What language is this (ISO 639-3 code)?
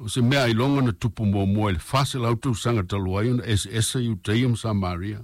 smo